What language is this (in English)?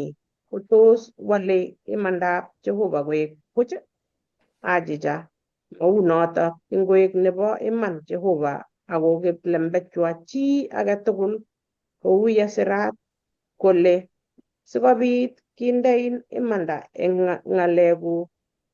Kalenjin